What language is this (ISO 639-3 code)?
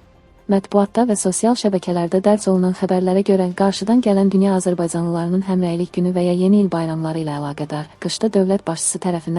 aze